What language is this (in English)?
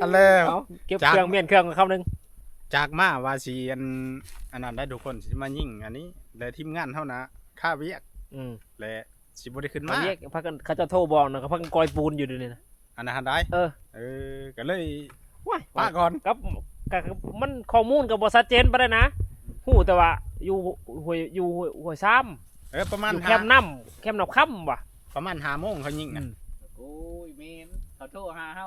Northeastern Thai